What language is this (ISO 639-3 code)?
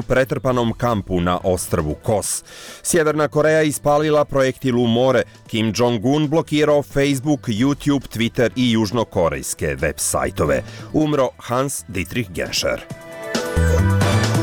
bos